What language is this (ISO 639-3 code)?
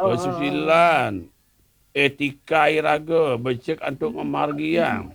ban